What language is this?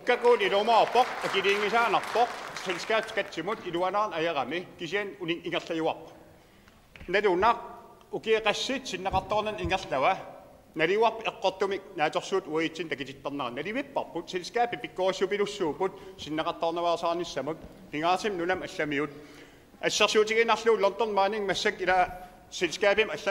Kalaallisut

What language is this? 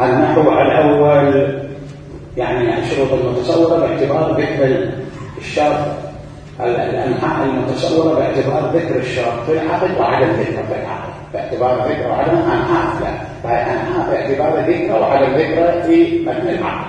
Mesopotamian Arabic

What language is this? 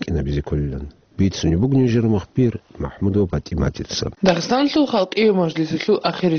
Avaric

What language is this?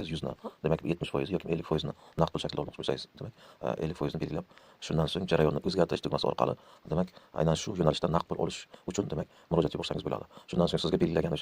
Uzbek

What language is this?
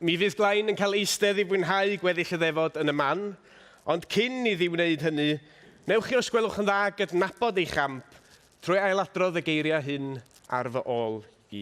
Welsh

